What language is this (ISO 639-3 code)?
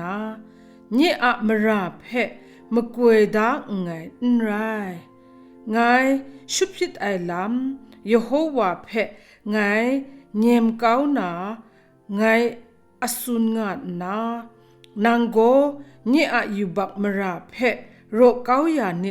kac